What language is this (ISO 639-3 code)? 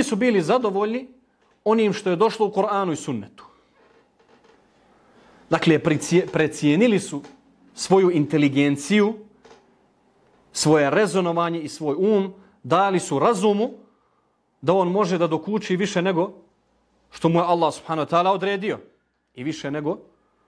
bos